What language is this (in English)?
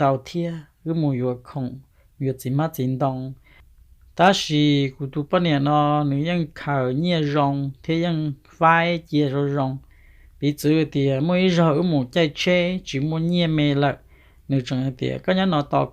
Hmong